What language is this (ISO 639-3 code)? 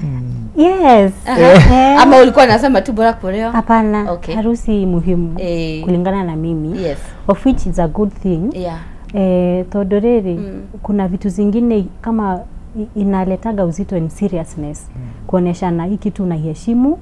kik